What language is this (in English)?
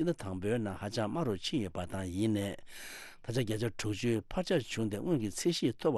Tibetan